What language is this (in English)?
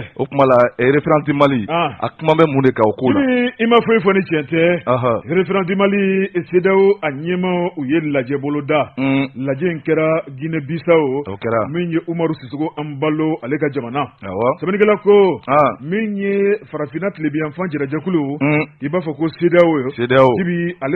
Bambara